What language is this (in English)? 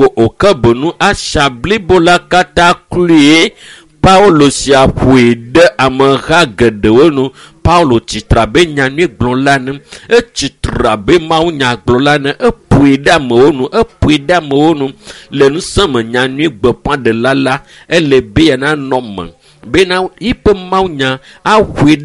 Ewe